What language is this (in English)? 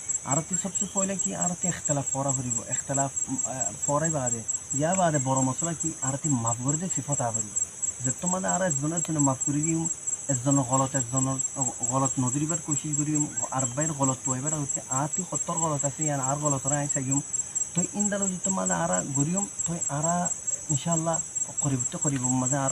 Rohingya